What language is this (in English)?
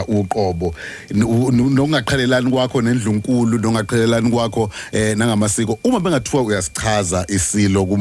Zulu